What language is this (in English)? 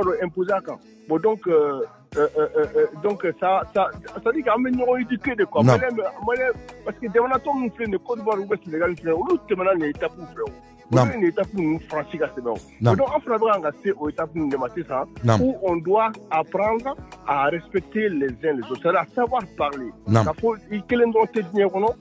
Bambara